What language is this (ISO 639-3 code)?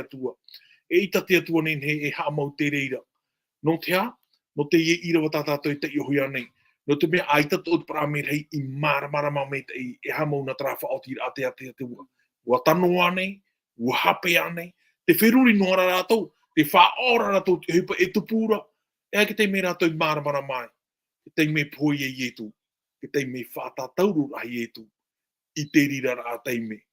tah